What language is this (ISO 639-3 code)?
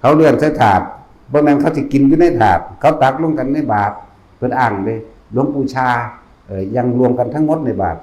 tts